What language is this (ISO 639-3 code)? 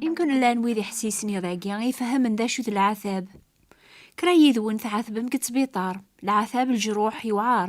kab